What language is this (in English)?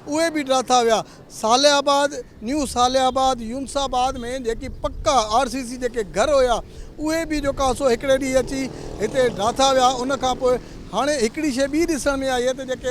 Sindhi